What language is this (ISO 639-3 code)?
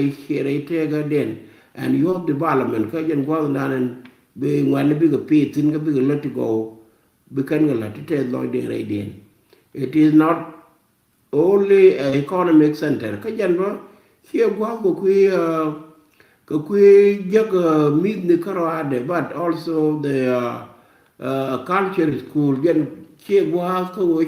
nus